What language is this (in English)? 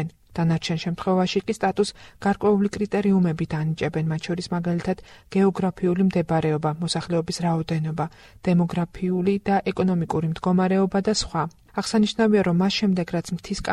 Georgian